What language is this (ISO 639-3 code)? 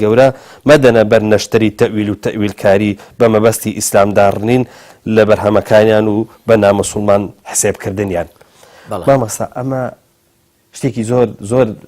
ckb